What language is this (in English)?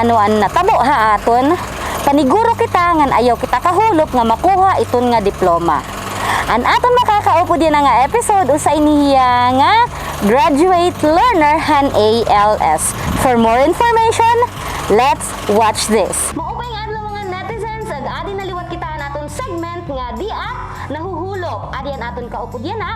Waray